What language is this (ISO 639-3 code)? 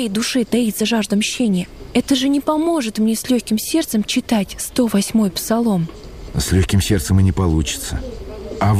rus